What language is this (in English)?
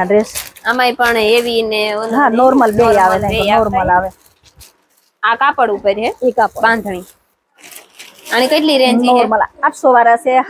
Gujarati